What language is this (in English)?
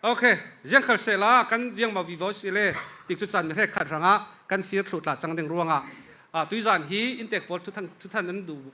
Falam Chin